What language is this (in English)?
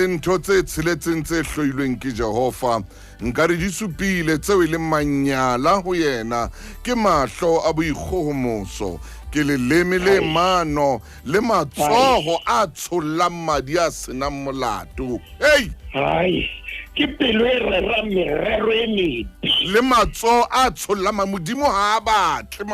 Southern Sotho